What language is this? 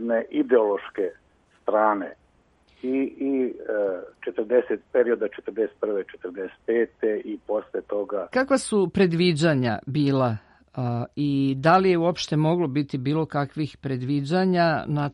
Serbian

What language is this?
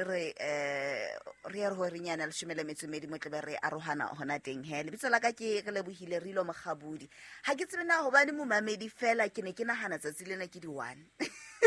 Southern Sotho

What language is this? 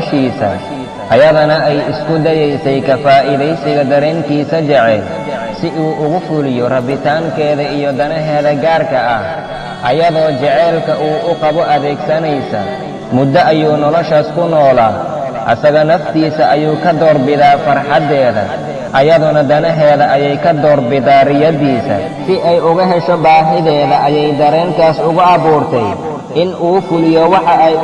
Somali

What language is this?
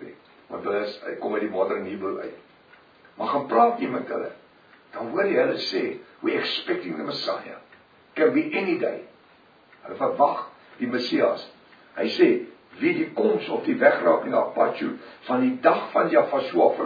Afrikaans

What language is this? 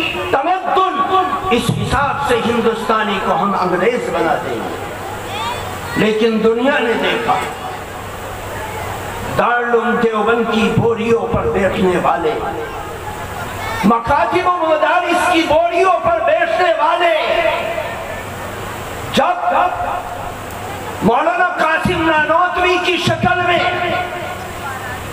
Urdu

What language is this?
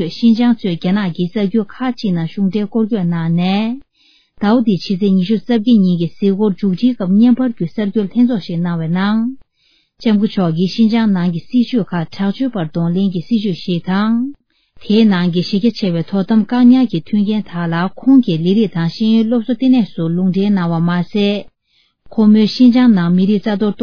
Tibetan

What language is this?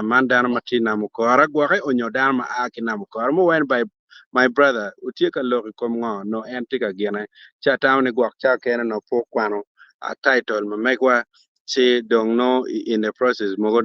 Acoli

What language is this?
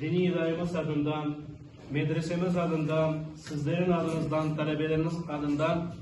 Crimean Tatar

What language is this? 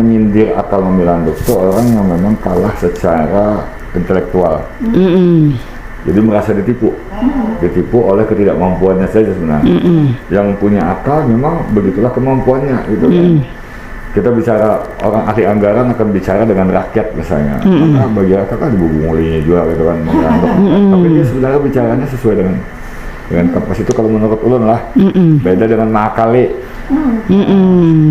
Banjar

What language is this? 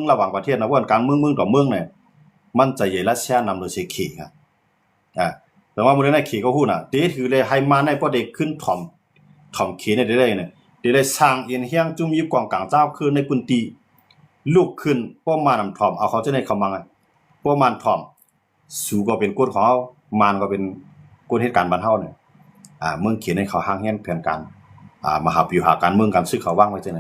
Shan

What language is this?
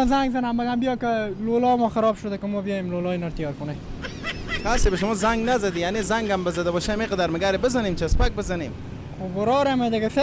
Persian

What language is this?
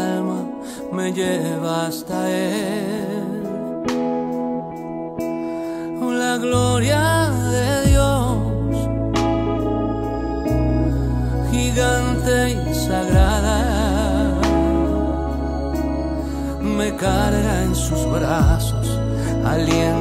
Spanish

